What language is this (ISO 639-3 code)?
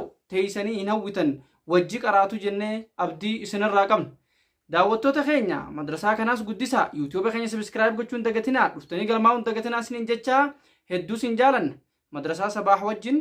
orm